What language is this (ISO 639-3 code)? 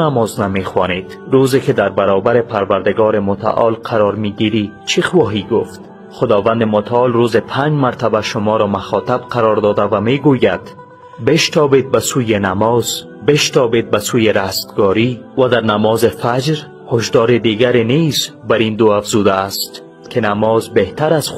fas